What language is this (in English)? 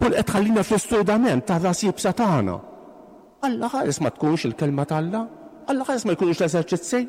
Maltese